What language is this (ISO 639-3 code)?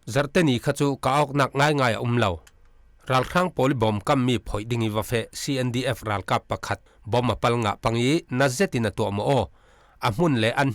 cfm